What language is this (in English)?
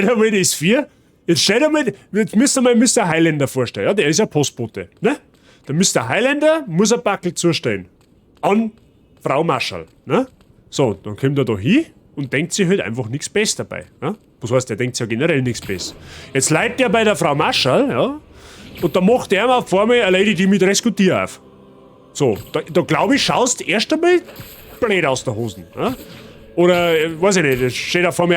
Bavarian